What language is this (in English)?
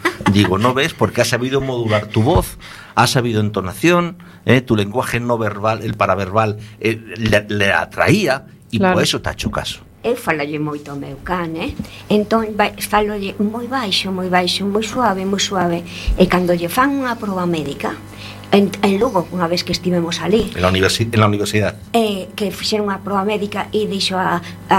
Galician